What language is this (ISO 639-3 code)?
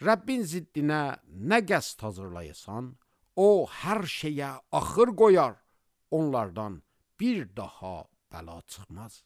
aze